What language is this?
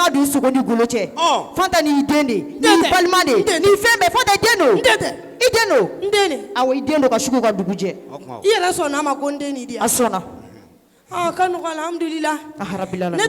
Bambara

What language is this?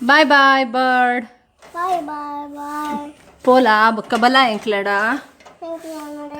Tulu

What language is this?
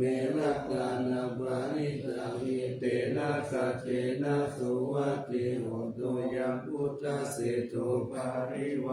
Pali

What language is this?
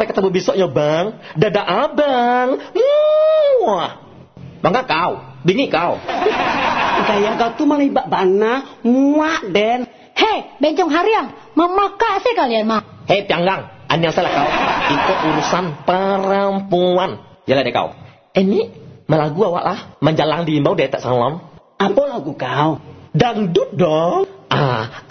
Minangkabau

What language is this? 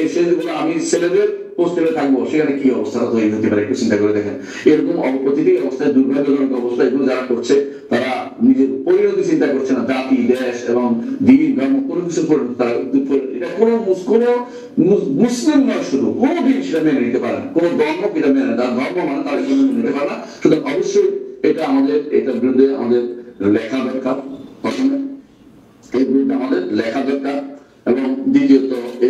Bangla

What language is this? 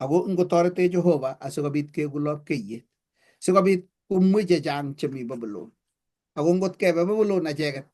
Kalenjin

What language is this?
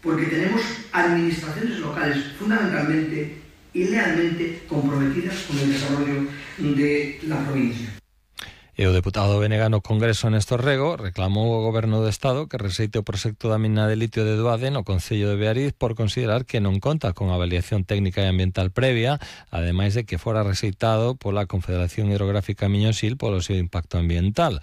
Galician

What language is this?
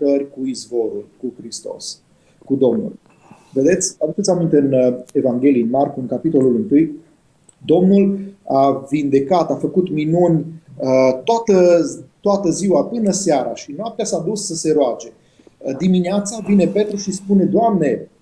Romanian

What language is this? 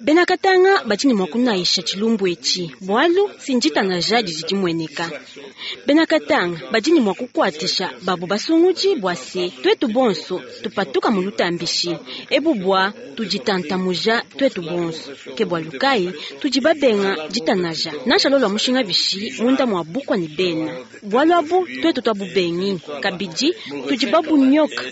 Luba-Lulua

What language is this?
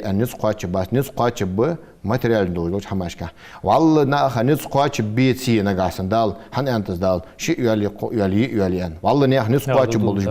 Ingush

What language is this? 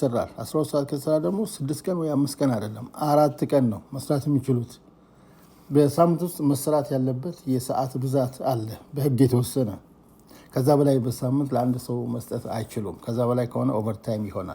Amharic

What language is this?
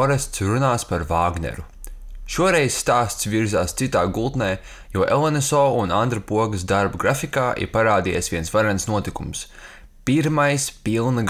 Latvian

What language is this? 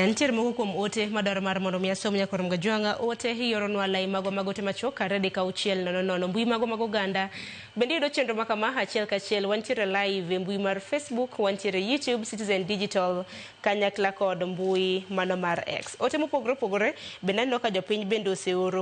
Luo (Kenya and Tanzania)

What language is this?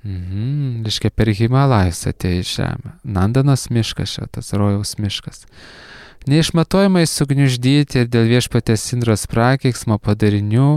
Lithuanian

